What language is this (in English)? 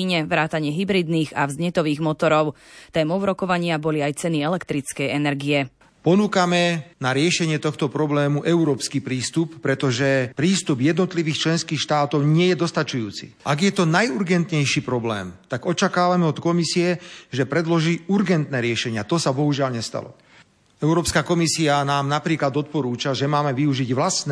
Slovak